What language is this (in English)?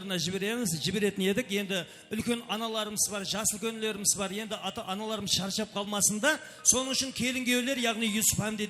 Kara-Kalpak